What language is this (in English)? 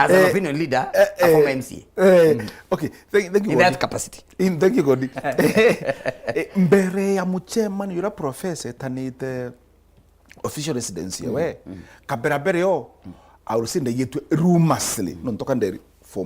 Meru